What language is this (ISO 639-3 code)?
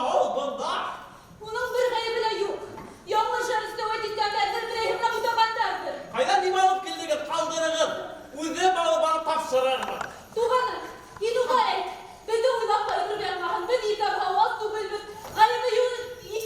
bak